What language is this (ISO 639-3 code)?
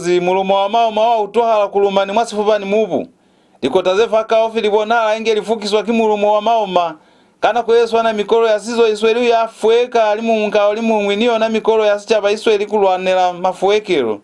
loz